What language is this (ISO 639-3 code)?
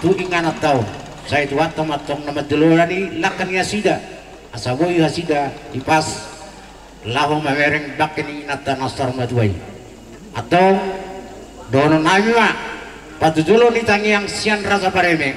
bbc